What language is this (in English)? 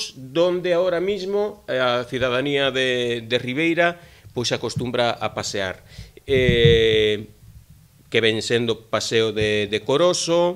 Galician